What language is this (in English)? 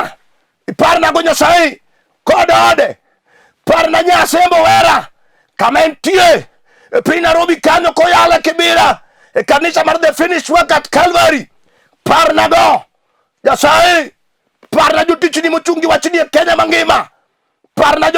Luo (Kenya and Tanzania)